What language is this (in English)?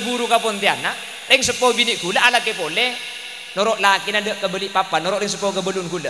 Madurese